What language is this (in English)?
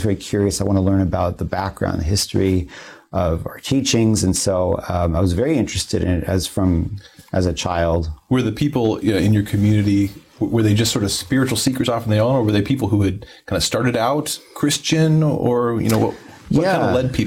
English